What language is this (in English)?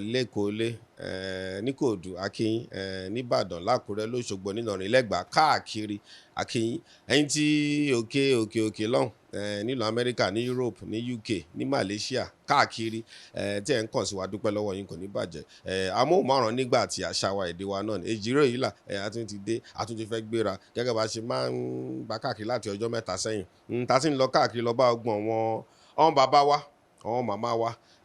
Yoruba